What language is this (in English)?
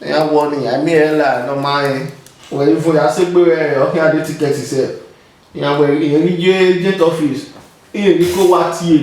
Bini